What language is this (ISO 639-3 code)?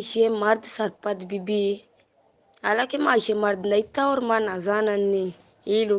bgp